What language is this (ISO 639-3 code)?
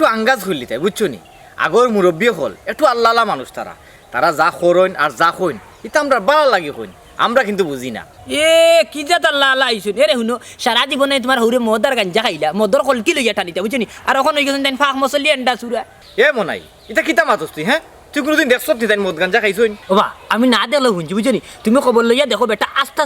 syl